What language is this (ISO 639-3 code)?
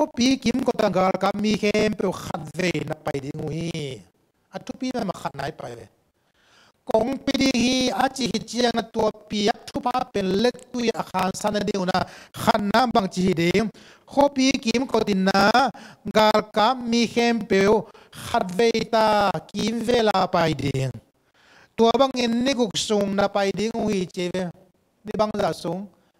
ctd